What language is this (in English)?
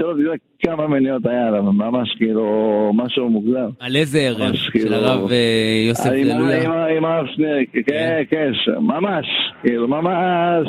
Hebrew